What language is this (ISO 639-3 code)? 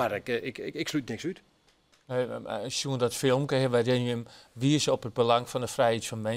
fry